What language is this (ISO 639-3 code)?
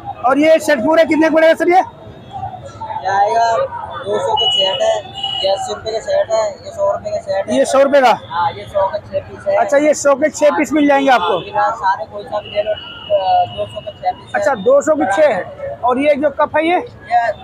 hin